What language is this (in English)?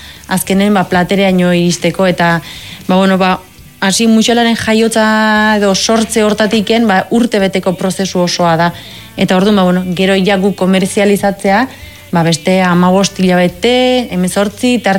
Basque